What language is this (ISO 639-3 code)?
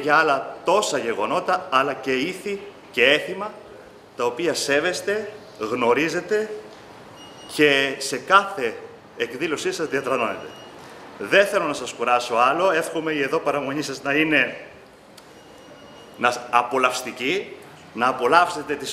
ell